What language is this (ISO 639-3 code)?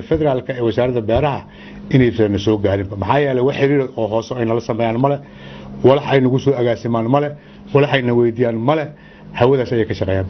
som